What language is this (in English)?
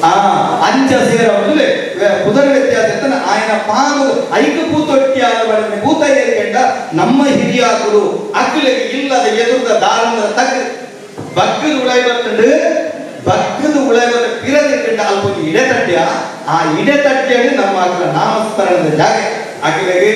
Tulu